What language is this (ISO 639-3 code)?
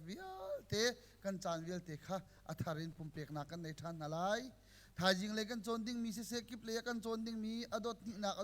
cnh